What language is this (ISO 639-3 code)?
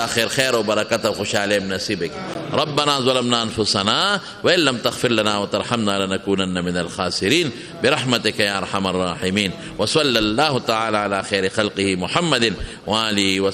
pus